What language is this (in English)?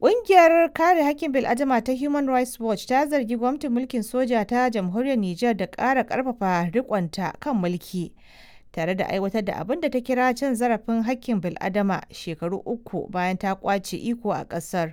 Hausa